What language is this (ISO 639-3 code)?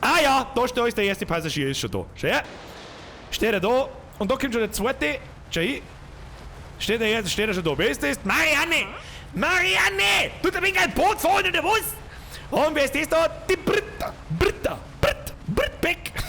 bar